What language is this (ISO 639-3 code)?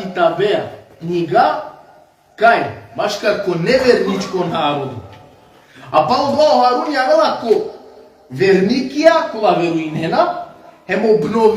rmn